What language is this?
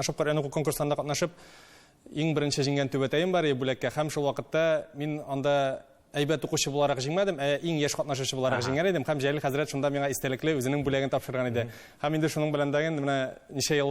Tatar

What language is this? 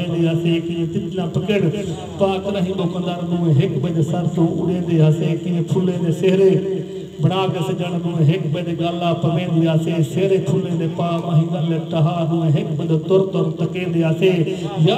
Saraiki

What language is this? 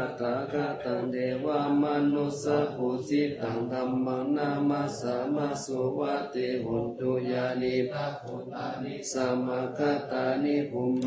Pali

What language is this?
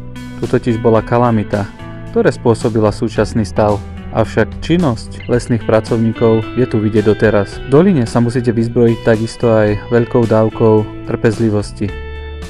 Slovak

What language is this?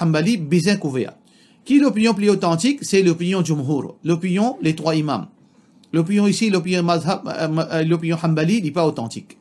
Morisyen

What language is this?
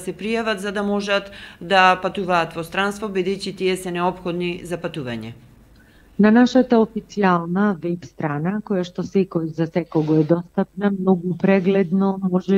Macedonian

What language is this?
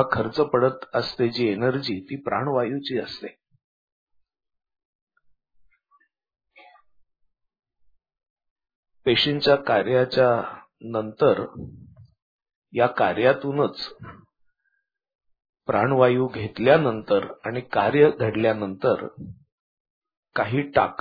Marathi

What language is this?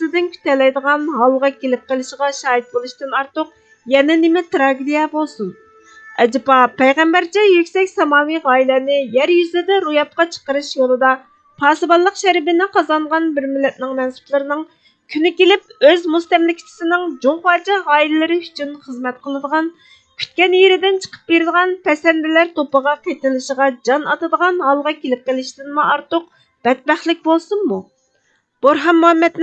Uyghur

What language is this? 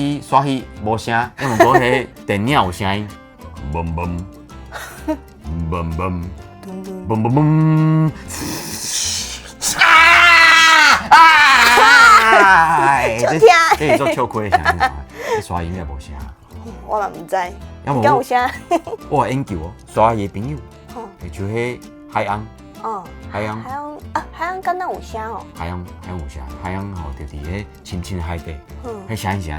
Min Nan Chinese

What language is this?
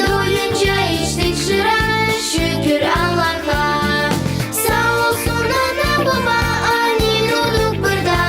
Gagauz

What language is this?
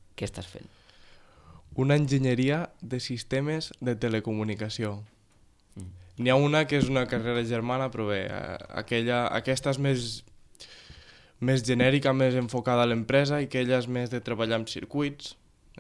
Catalan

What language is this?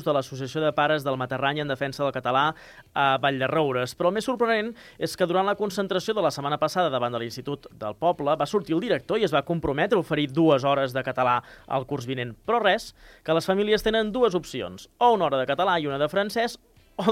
Catalan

